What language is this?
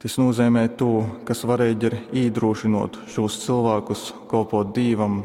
Latgalian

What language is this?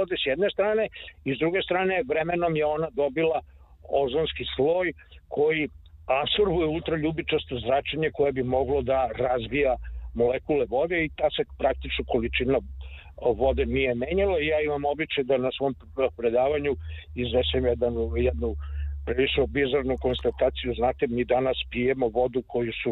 Serbian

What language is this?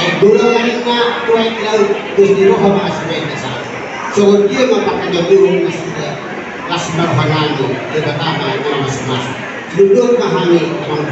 Batak Toba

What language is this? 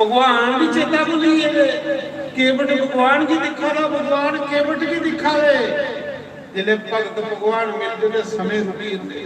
Dogri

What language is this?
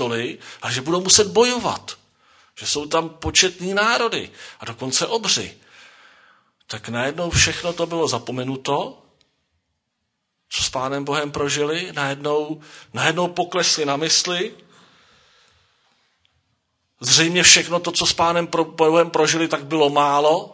Czech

